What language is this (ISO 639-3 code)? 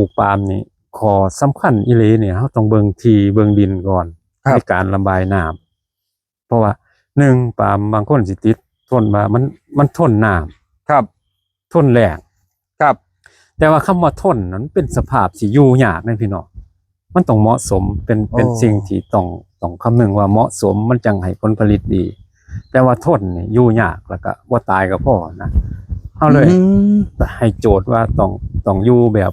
tts